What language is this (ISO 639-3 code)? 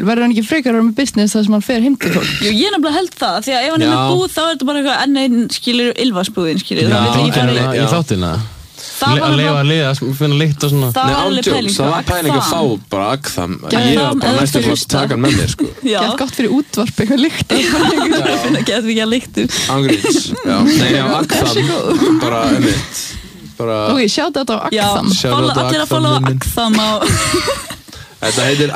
isl